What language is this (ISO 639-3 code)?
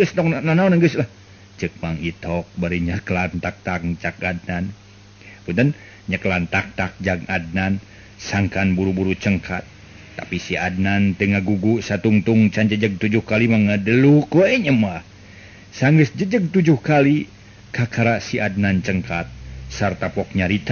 sun